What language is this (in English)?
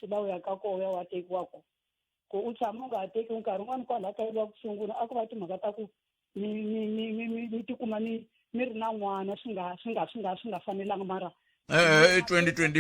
Tsonga